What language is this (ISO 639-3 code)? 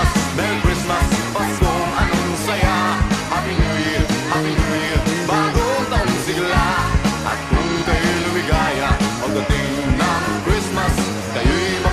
fil